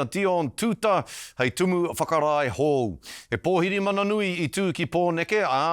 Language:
Māori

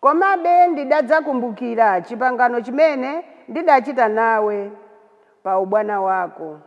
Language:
Nyanja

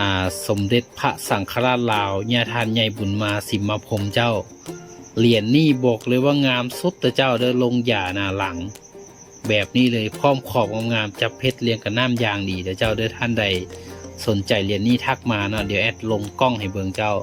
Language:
Lao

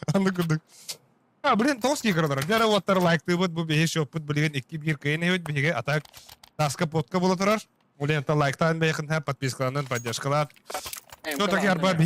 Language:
Yakut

